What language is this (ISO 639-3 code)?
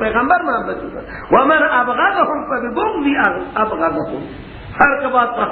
fas